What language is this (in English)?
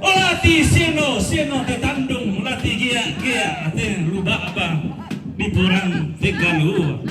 Toraja-Sa'dan